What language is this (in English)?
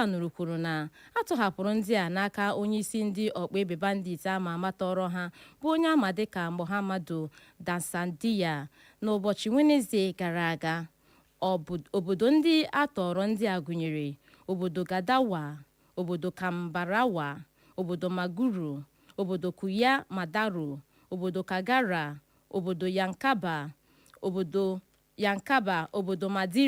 Igbo